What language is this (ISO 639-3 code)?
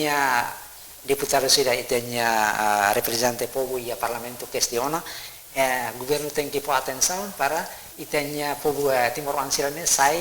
tet